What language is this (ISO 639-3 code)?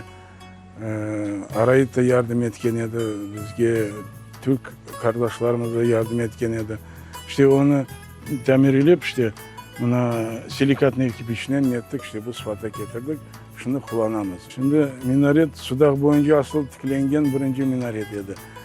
crh